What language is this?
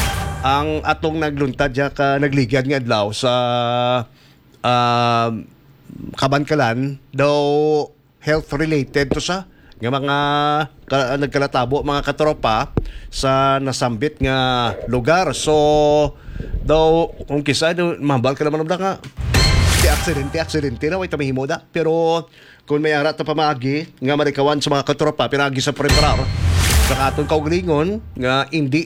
Hiligaynon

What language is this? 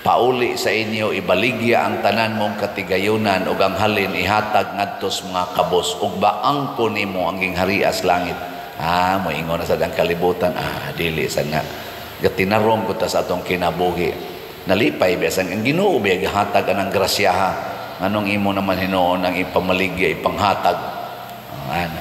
Cebuano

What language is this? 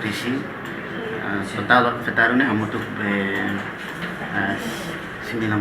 Tetum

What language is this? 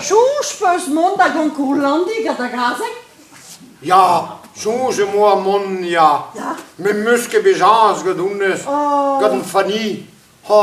Breton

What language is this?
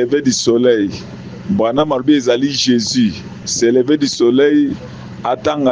Lingala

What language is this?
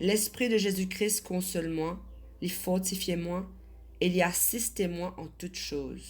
Morisyen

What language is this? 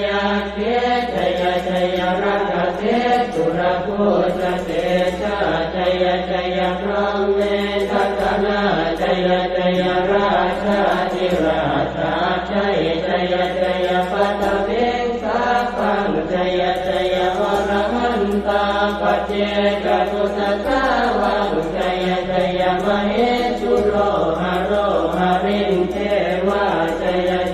Pali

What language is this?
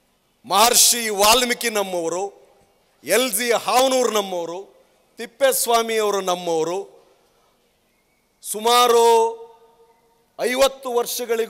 Kannada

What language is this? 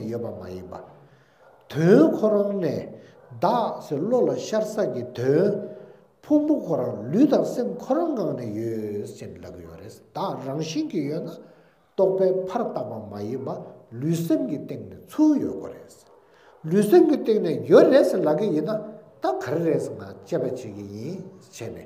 Tibetan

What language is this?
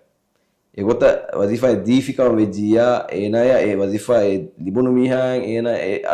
Divehi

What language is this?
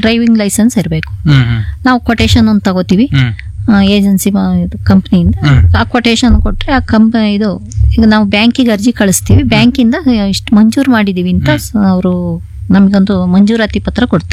Kannada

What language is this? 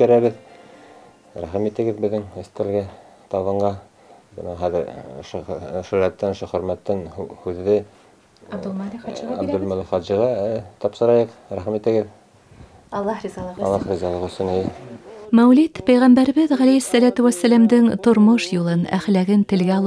Bashkir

